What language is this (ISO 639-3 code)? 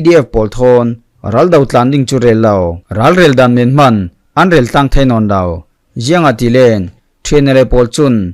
cfm